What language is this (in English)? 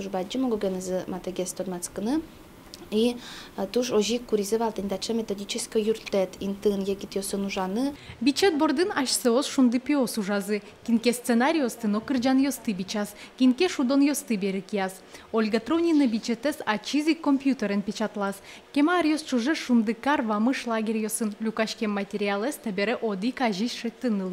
Udmurt